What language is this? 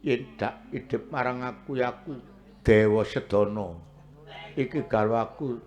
Javanese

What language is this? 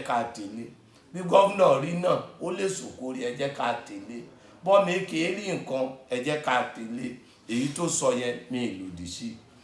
Yoruba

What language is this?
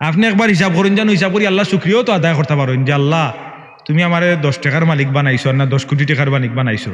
Sylheti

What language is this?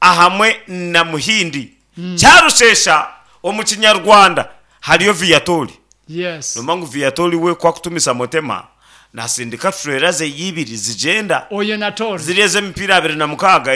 Nyankole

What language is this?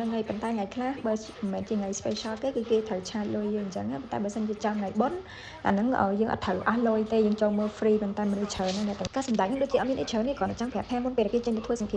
Khmer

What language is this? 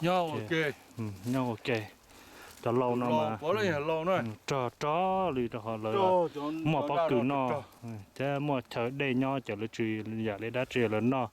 Hmong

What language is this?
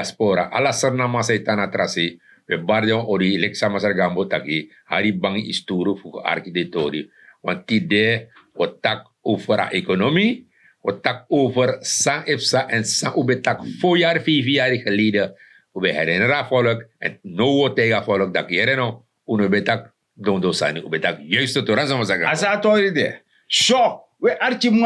Sranan Tongo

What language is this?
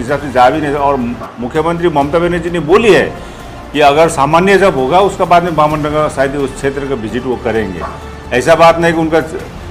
Sadri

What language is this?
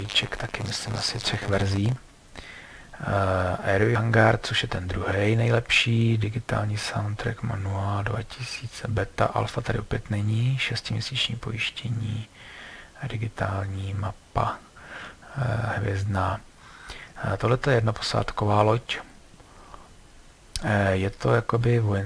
Czech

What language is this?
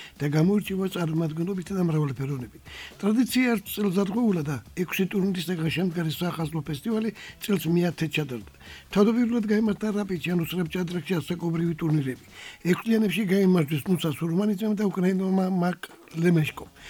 Georgian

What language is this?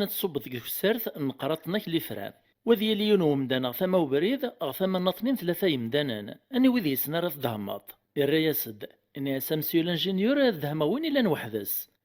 Kabyle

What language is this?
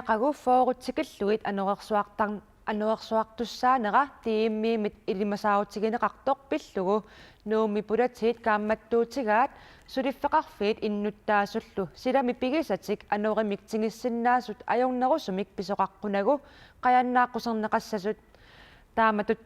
Kalaallisut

